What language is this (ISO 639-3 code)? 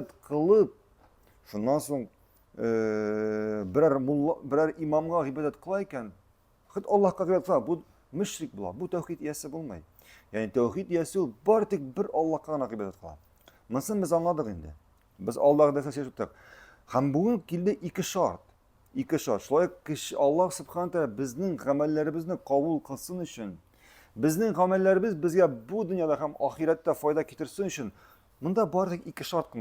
tat